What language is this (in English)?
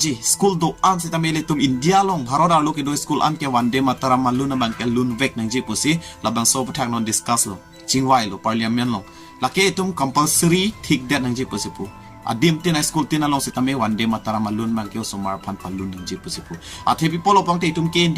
Karbi